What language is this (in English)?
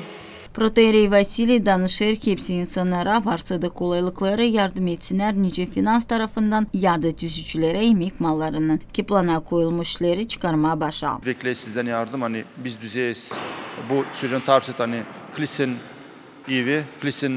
Gagauz